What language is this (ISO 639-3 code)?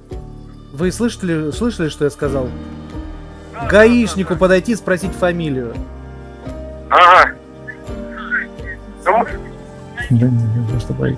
rus